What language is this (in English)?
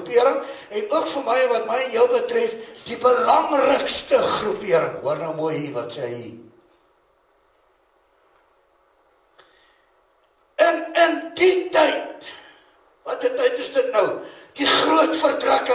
Afrikaans